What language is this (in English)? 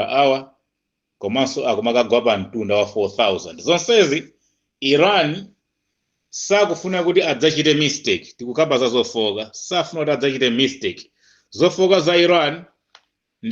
Nyanja